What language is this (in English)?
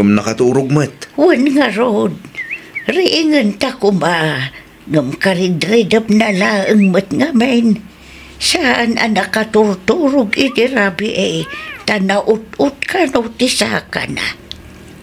Iloko